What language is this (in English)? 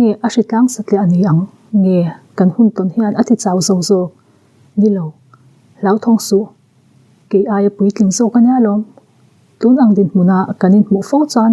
Mizo